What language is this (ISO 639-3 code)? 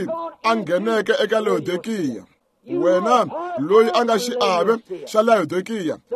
tso